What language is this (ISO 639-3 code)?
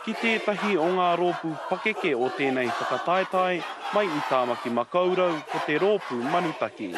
mri